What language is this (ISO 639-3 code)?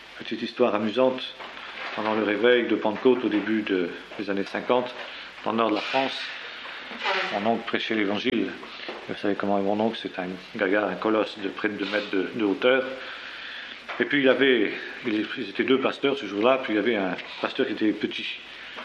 fra